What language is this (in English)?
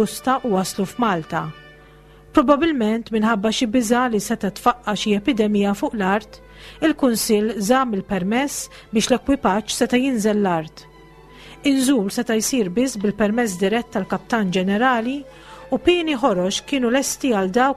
Maltese